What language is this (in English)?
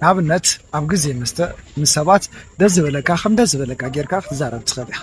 Tigrinya